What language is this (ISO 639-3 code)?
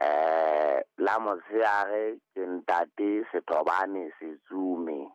sot